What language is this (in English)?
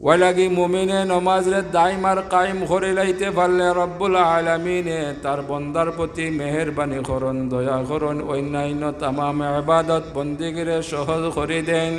Sylheti